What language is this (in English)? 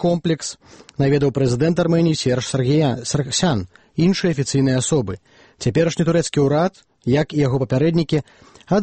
Belarusian